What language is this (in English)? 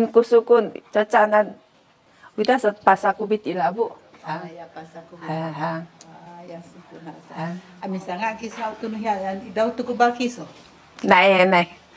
Sakizaya